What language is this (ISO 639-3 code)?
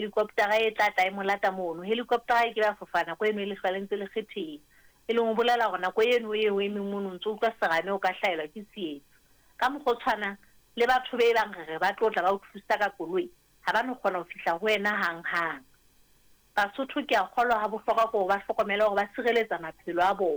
sot